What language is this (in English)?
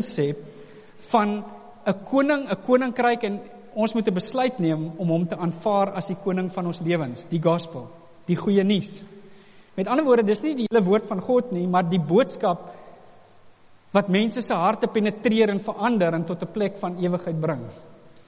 Afrikaans